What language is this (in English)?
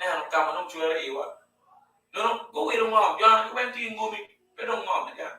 Acoli